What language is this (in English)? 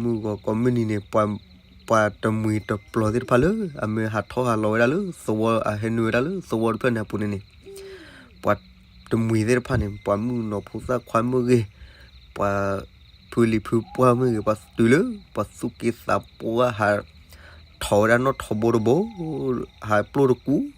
S'gaw Karen